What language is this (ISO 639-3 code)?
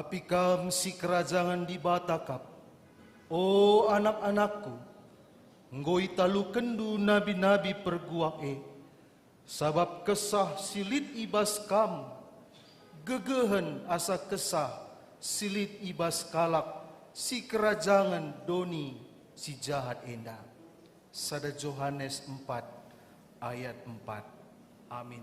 btx